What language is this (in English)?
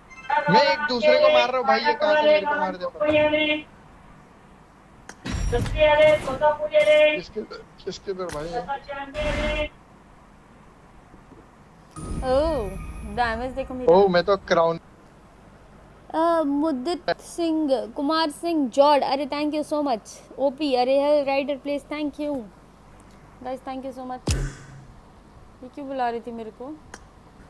Hindi